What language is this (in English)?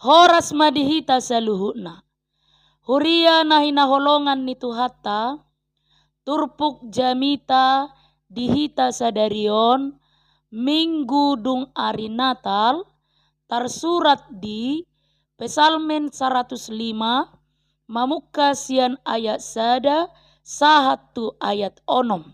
Batak Toba